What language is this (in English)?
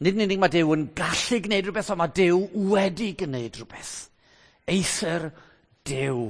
Welsh